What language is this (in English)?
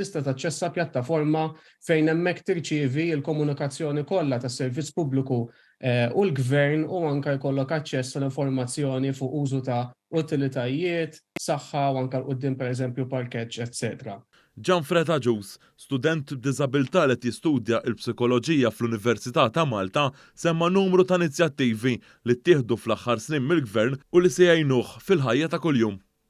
Maltese